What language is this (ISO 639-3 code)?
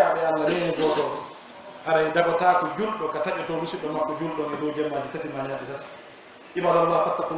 fuf